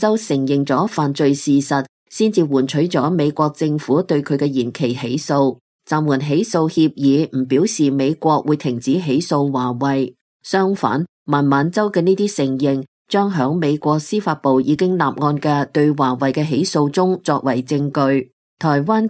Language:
Cantonese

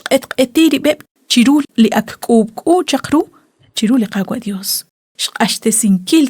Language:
Kekchí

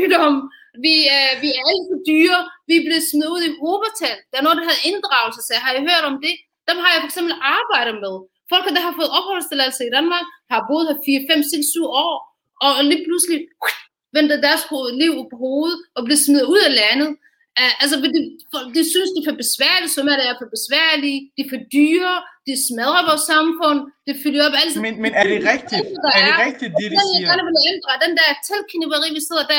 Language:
Danish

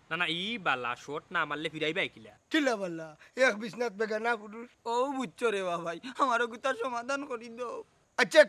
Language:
Sylheti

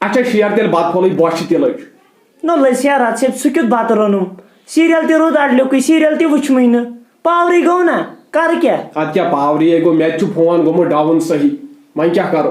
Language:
Kashmiri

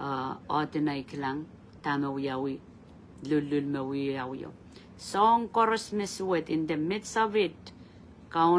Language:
Pohnpeian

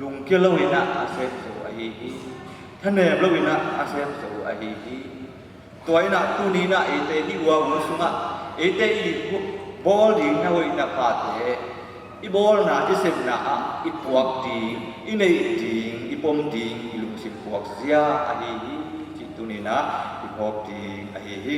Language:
Tedim Chin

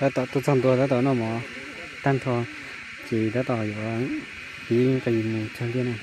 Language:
Hmong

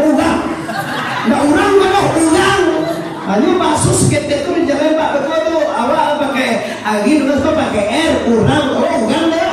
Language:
Minangkabau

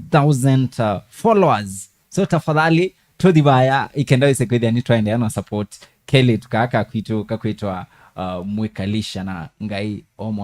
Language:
Kamba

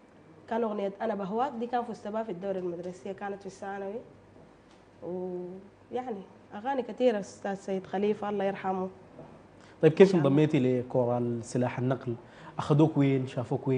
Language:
Sudanese Arabic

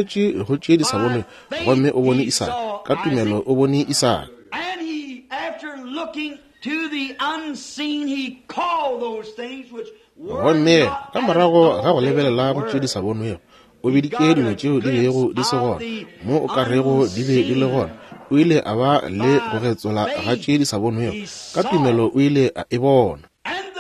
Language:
Northern Sotho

